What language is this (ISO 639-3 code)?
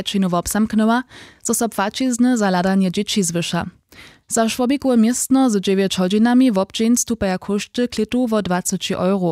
hsb